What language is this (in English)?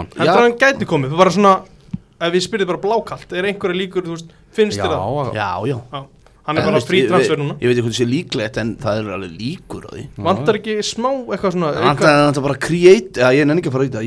Icelandic